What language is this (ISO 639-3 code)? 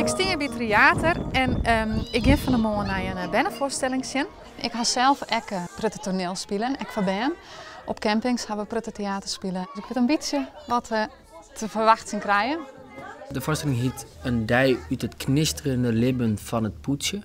fry